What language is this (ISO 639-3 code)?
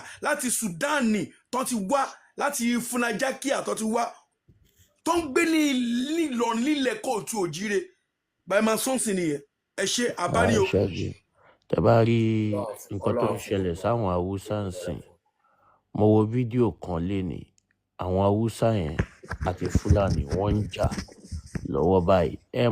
yor